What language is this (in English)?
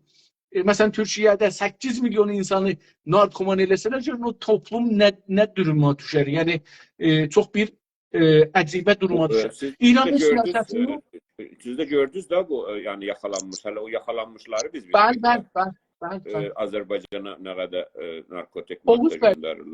South Azerbaijani